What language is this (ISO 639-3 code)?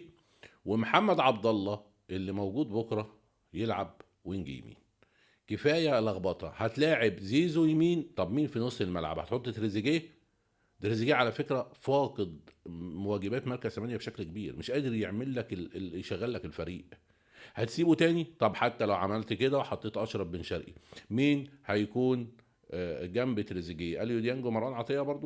arz